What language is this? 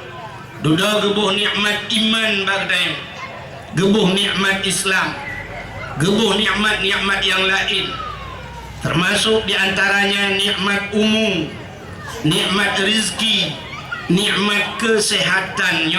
Achinese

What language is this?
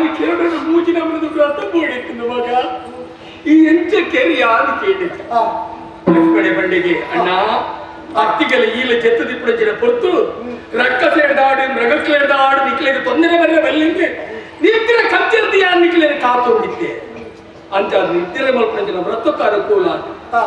Tulu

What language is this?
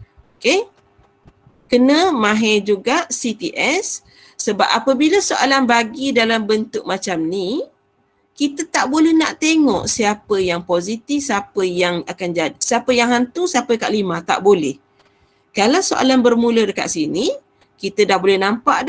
Malay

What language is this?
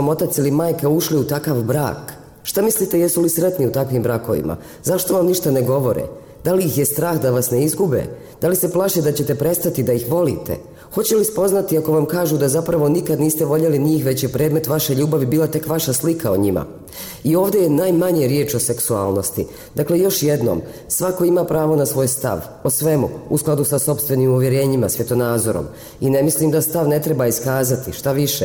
Bosnian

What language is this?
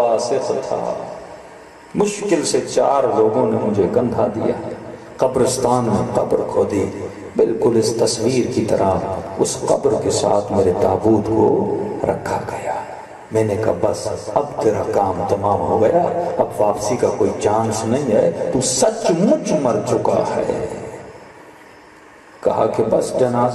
Urdu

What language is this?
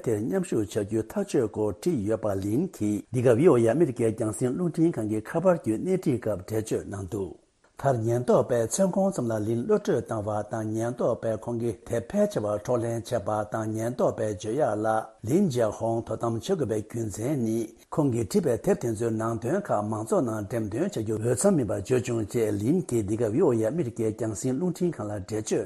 Tibetan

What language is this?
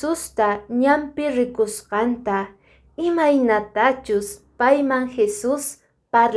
Quechua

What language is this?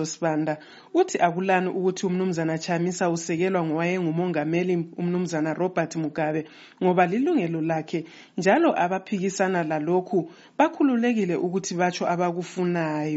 North Ndebele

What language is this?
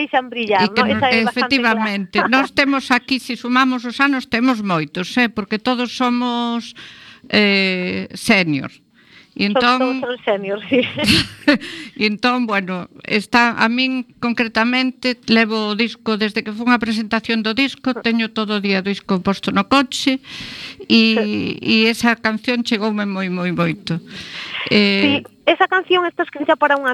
Galician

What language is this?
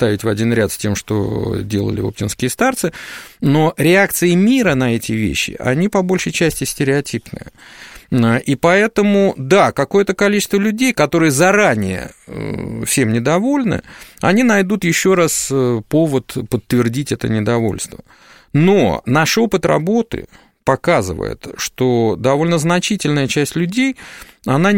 Russian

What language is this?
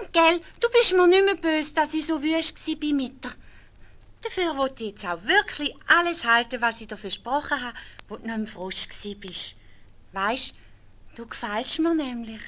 Swiss German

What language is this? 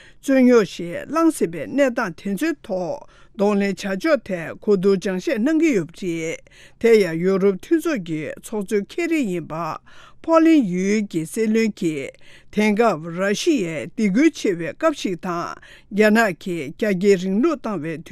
Tibetan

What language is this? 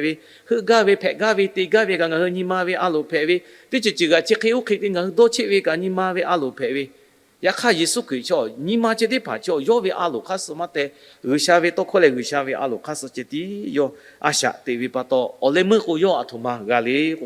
Lahu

